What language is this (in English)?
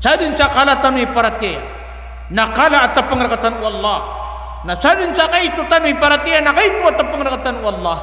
Maranao